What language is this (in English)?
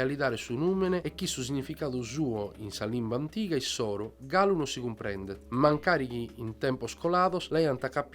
Sardinian